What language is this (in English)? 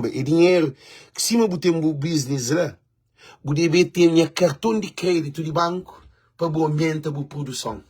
Kabuverdianu